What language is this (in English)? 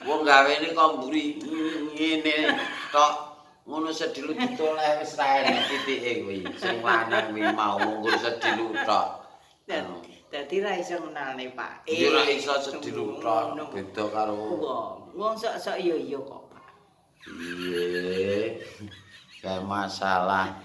Javanese